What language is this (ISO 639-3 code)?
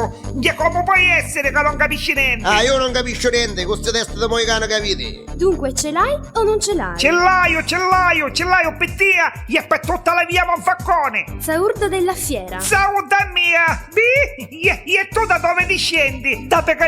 nap